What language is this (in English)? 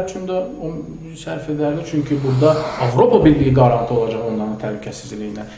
Azerbaijani